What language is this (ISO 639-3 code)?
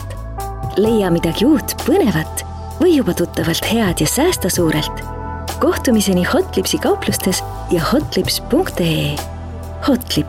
est